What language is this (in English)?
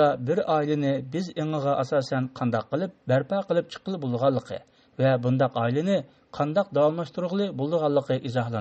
Uyghur